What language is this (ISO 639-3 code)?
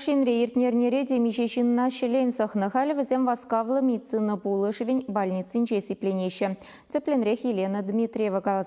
chv